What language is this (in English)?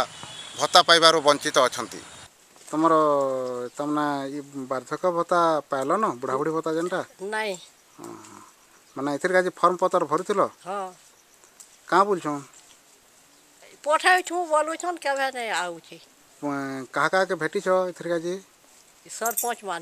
Odia